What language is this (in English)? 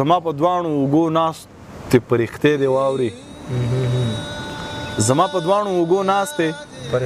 Pashto